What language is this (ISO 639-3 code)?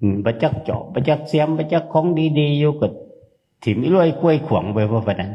tts